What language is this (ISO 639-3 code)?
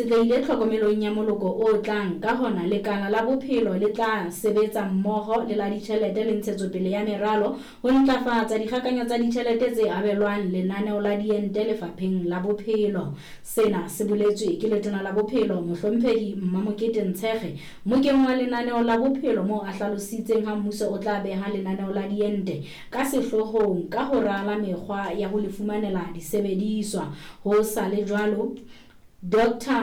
sot